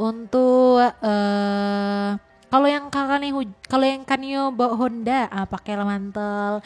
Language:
Minangkabau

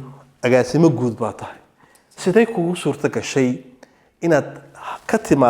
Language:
Somali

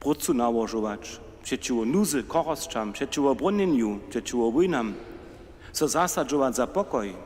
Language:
Upper Sorbian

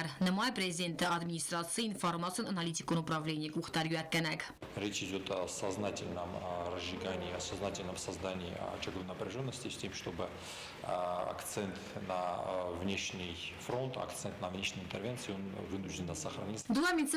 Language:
Ossetic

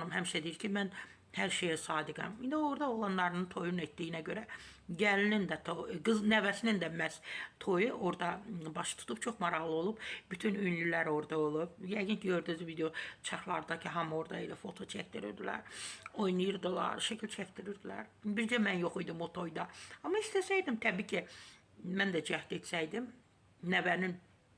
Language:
Azerbaijani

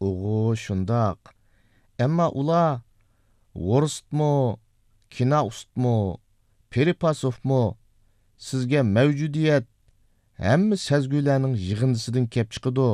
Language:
Uyghur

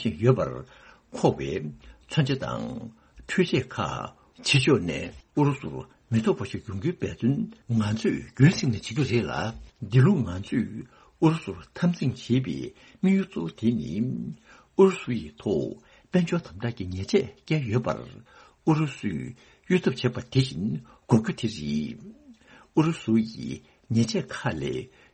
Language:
Tibetan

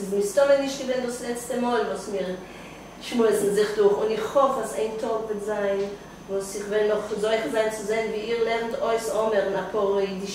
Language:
Yiddish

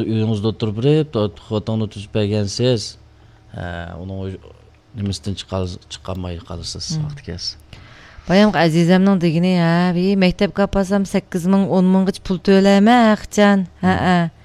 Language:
Uyghur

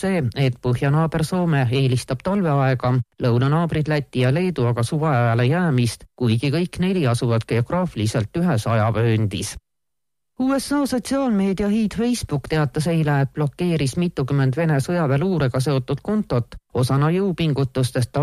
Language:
Estonian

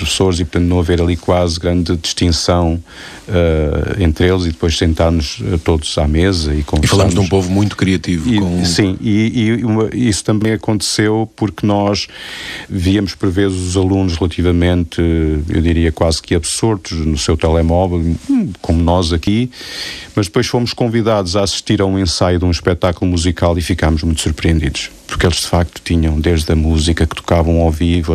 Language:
Portuguese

